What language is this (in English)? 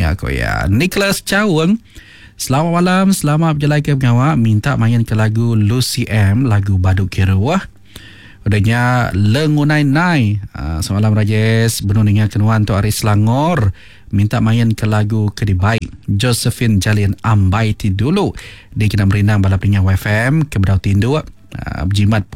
Iban